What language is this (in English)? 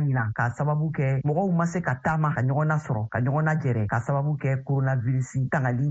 Bambara